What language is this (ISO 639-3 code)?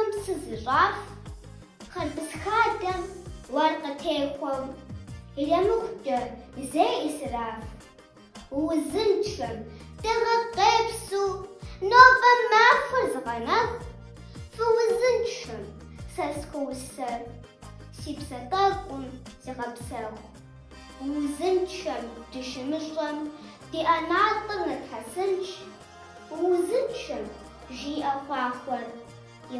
kbd